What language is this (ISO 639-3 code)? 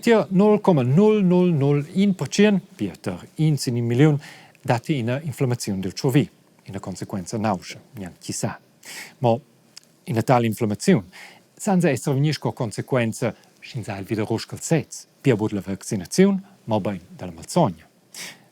roh